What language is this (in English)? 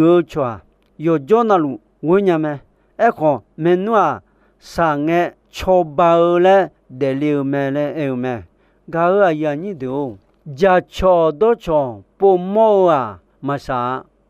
Akha